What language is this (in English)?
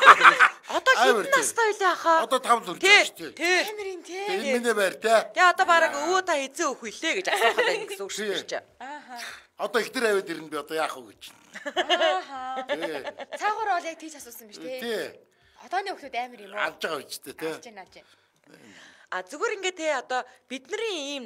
Mongolian